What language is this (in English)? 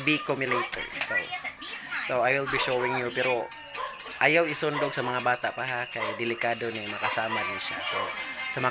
Cebuano